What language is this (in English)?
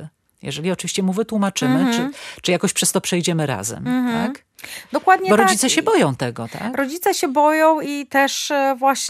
Polish